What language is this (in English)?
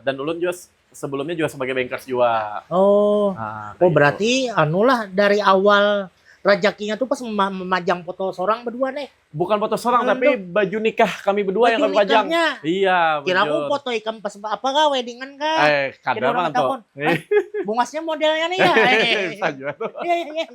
Banjar